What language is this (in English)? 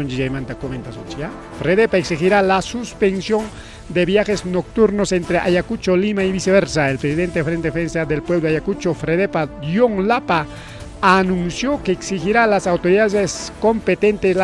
Ayacucho Quechua